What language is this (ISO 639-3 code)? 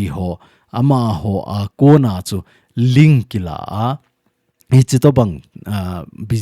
tcz